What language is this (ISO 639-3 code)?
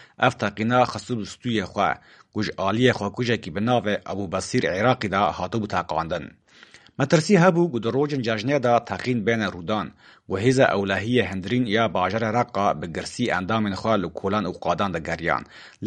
kur